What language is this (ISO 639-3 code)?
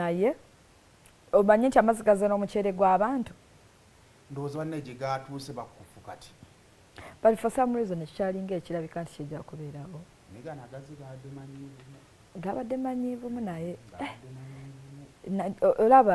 lug